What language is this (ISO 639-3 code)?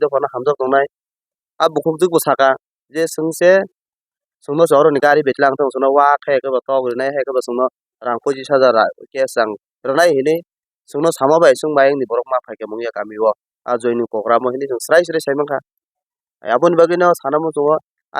trp